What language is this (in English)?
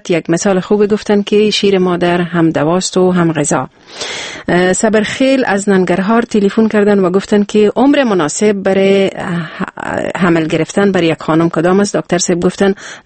Persian